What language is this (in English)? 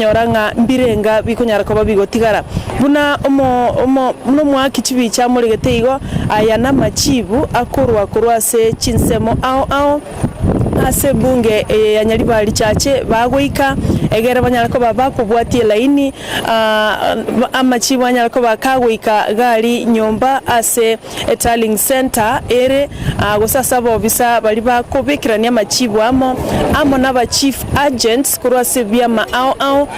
Gusii